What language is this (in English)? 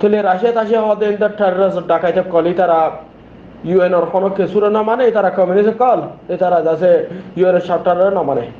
Rohingya